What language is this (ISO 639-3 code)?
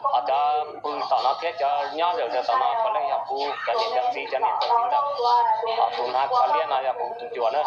hmn